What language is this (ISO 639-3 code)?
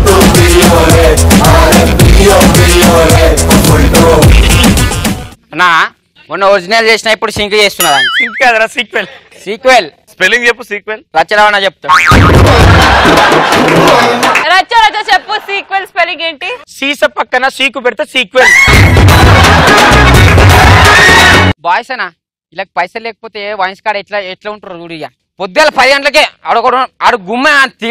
tel